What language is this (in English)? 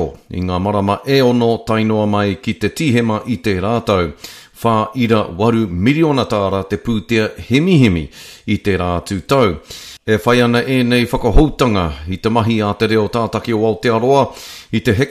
Māori